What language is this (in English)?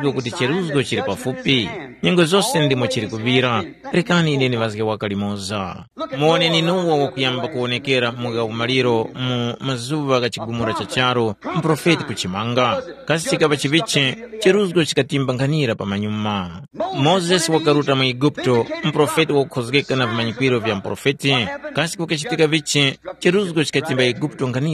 Tumbuka